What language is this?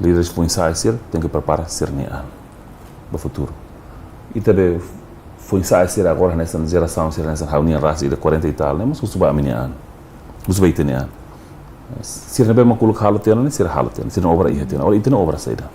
Tetum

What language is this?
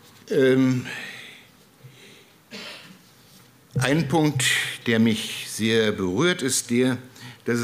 German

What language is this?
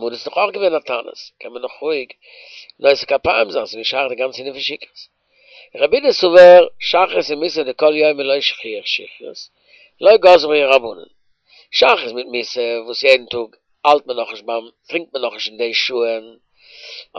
Yiddish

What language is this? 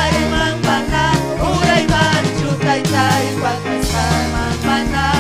Ayacucho Quechua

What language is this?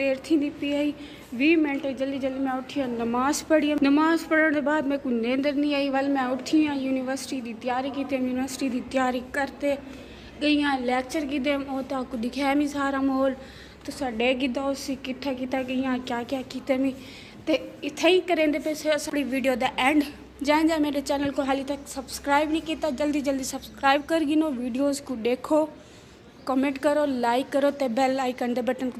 Saraiki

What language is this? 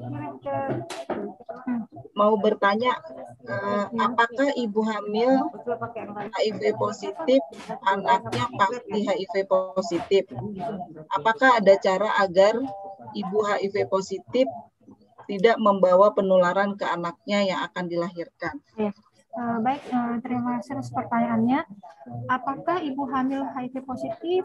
Indonesian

